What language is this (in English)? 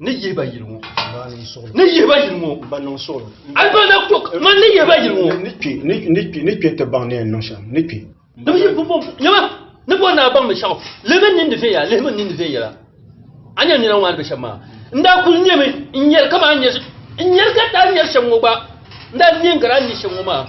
Dagbani